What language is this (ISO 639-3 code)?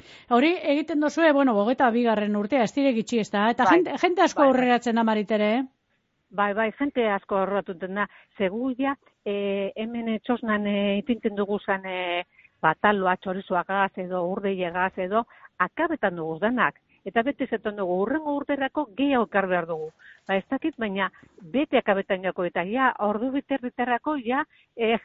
eus